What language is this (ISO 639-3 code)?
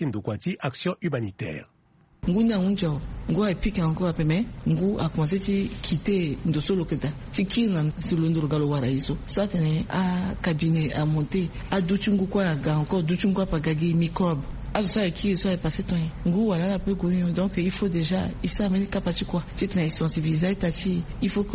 sag